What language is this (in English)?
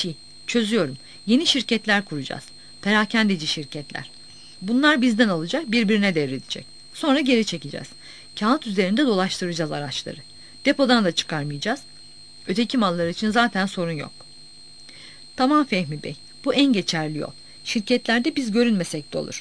Turkish